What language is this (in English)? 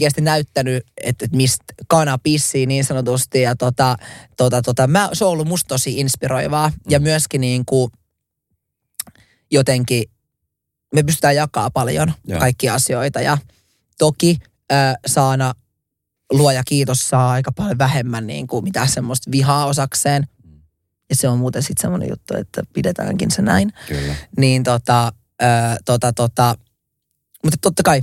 Finnish